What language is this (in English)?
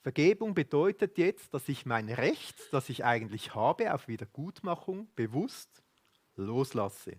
Swiss German